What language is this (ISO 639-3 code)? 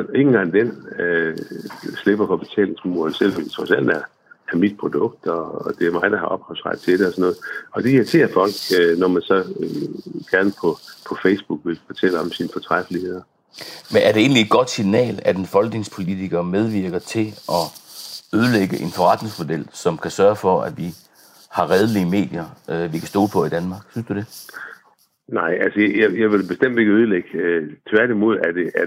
dan